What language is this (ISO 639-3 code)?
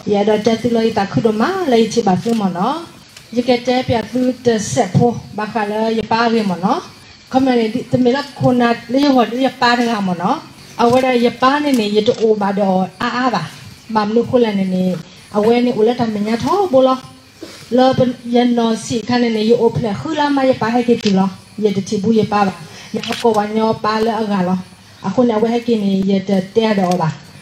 ksw